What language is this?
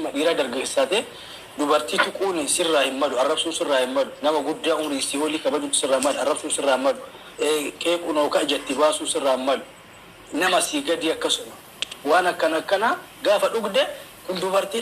Oromo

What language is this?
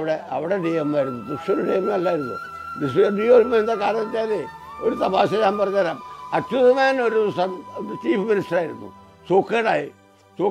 Malayalam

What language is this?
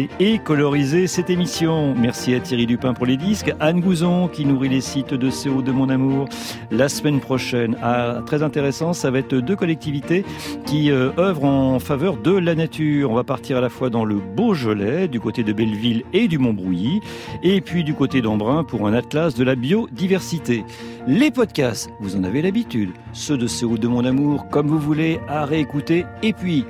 French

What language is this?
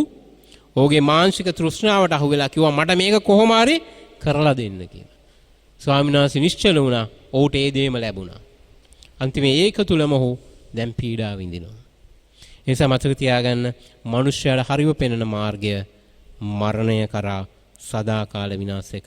Sinhala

